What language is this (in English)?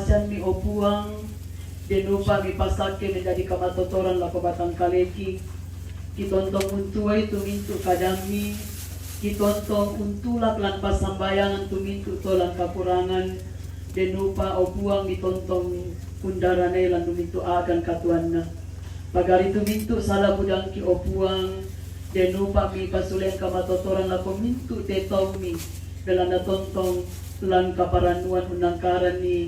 Toraja-Sa'dan